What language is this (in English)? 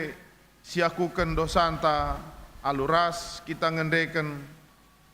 Batak Karo